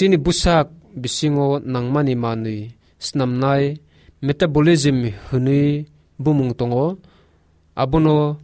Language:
Kok Borok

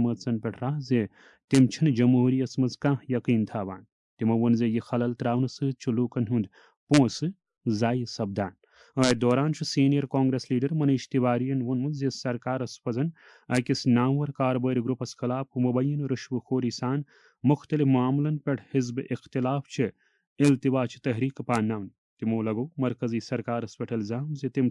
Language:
Kashmiri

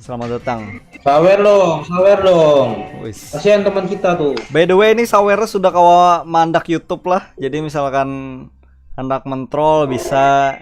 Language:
Banjar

